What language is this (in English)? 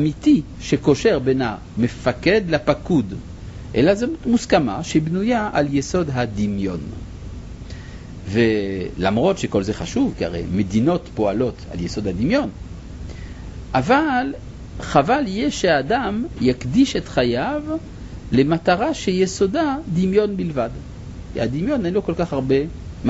Hebrew